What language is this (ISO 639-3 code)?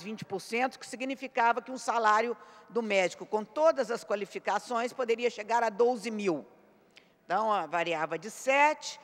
por